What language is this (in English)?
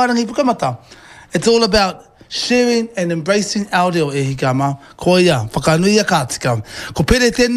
Māori